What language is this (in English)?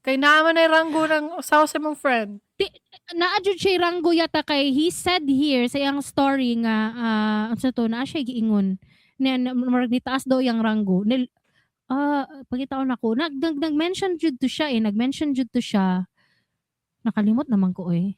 Cebuano